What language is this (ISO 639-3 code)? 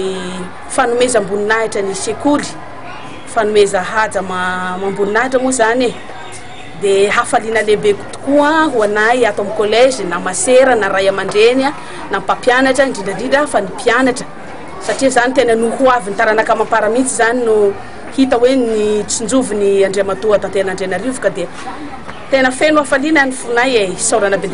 mlg